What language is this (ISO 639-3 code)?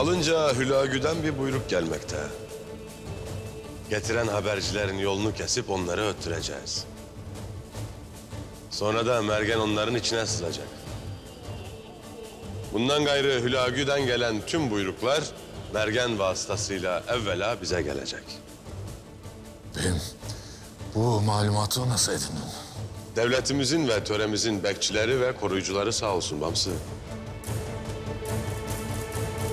tur